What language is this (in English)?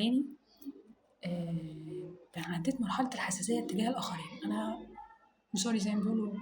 Egyptian Arabic